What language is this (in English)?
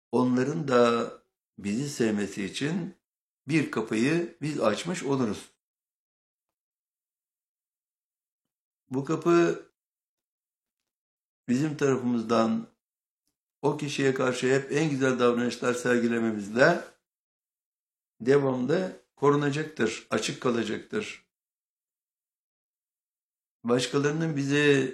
Turkish